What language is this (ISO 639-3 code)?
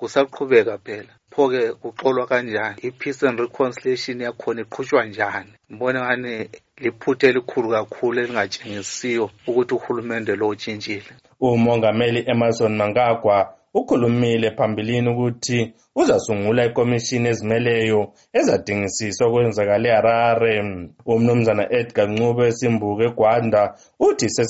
nde